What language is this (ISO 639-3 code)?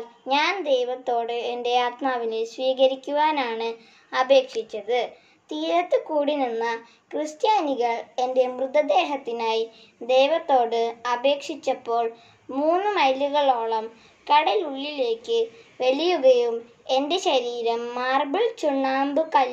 mal